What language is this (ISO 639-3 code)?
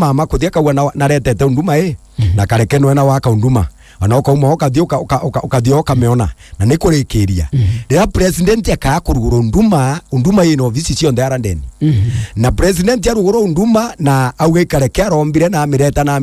mer